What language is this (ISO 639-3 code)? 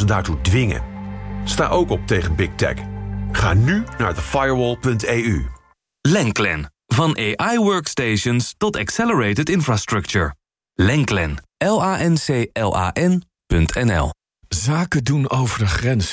nld